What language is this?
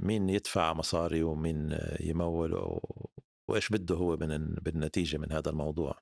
North Levantine Arabic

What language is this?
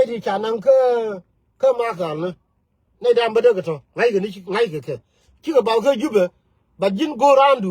Nuer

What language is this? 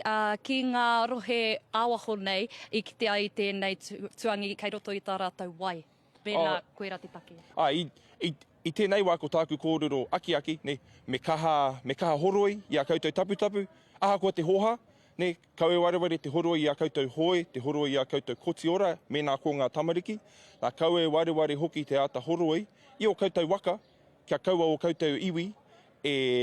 Māori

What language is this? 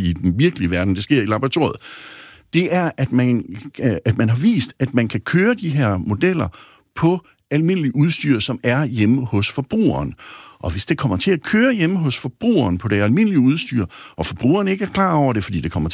Danish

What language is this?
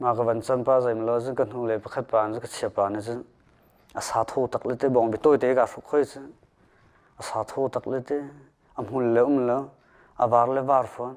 Hakha Chin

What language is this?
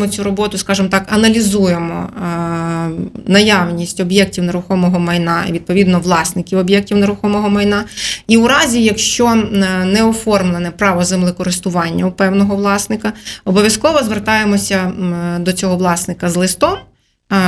Ukrainian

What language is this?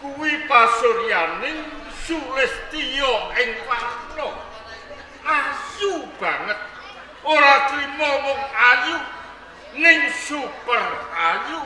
Javanese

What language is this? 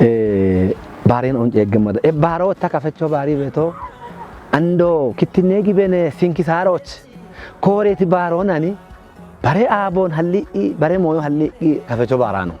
Kafa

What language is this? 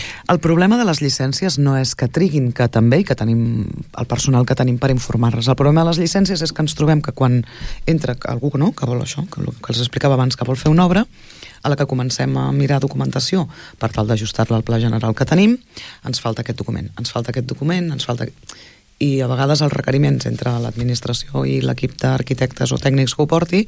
Catalan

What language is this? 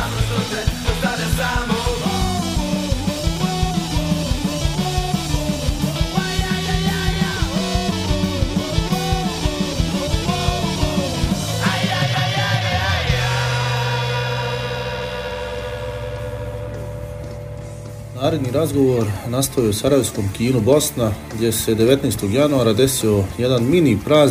Bosnian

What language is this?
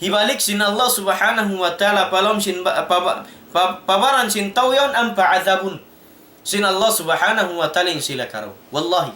Tausug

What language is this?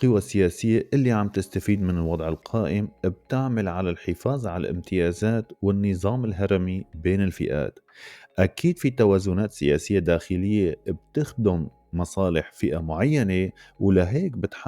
North Levantine Arabic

